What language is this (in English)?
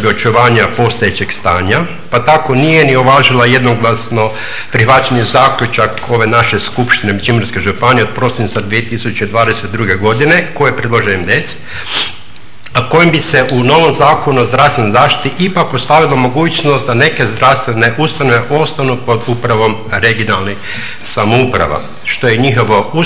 Croatian